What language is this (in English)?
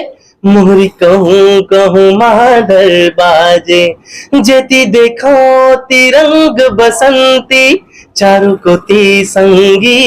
Chhattisgarhi